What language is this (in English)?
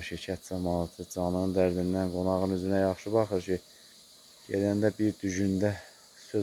Azerbaijani